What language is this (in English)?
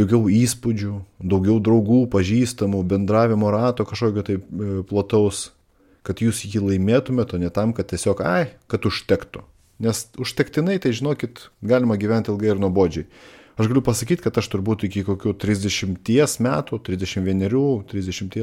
Lithuanian